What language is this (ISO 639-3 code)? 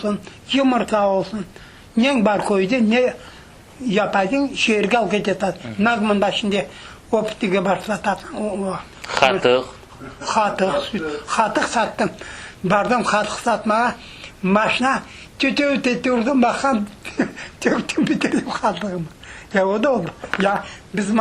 crh